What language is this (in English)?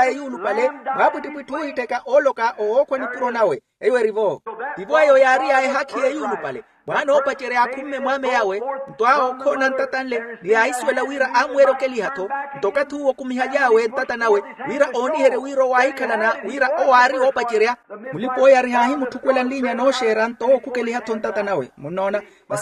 Makhuwa